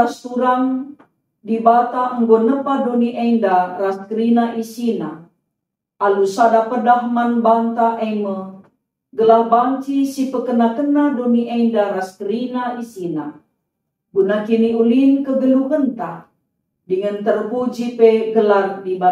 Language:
Batak Karo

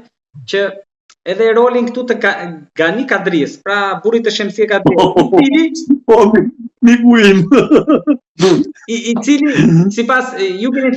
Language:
Albanian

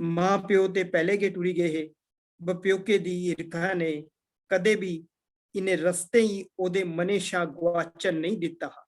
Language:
Dogri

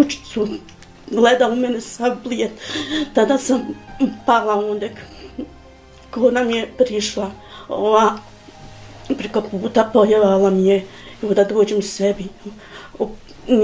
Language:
Bosnian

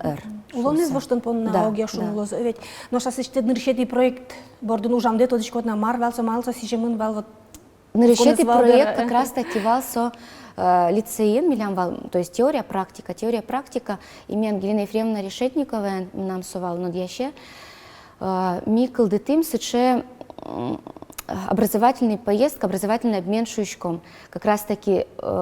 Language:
Udmurt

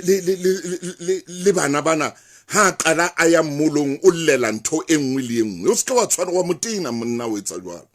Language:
Southern Sotho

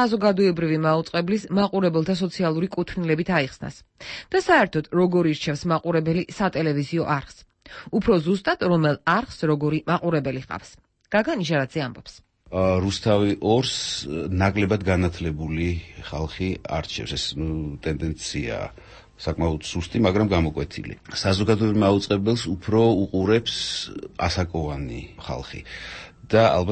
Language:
Georgian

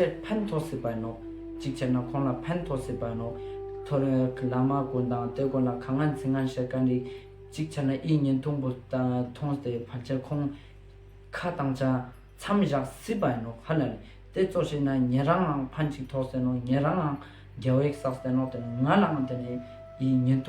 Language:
Ladakhi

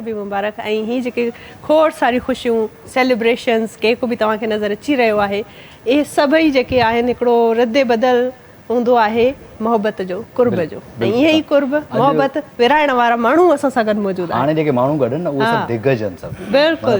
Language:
Sindhi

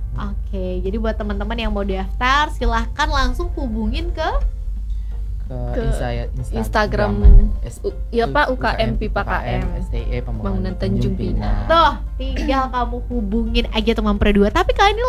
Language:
Indonesian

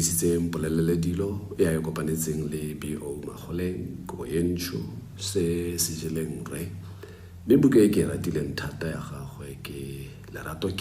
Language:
Tswana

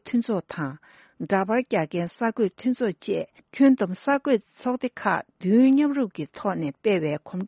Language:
Tibetan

